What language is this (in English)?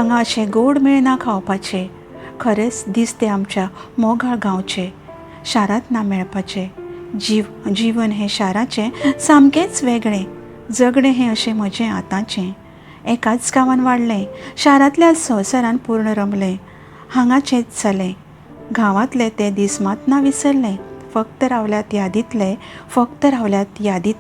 Konkani